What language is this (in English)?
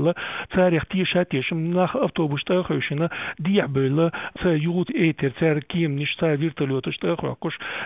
Chechen